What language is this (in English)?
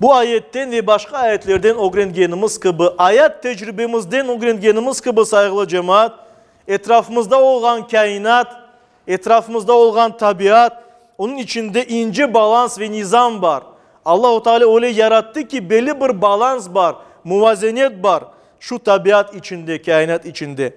Crimean Tatar